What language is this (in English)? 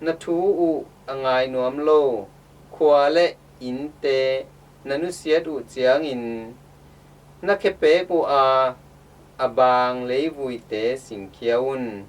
Tedim Chin